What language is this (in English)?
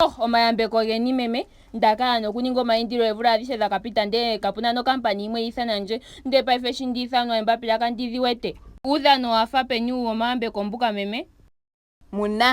Ndonga